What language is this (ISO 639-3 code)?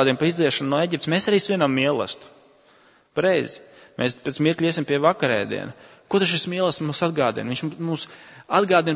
lav